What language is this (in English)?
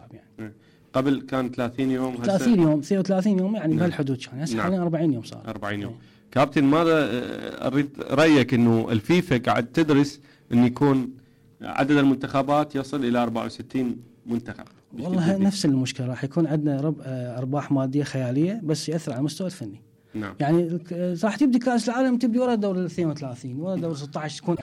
Mesopotamian Arabic